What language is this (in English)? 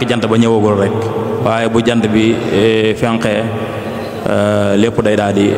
Wolof